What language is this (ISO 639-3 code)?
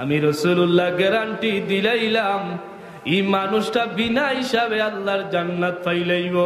syl